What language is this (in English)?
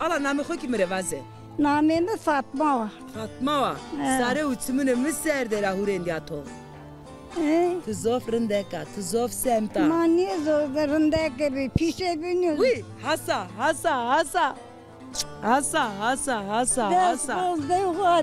Zaza